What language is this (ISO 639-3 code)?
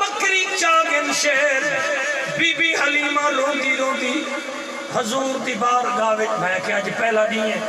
skr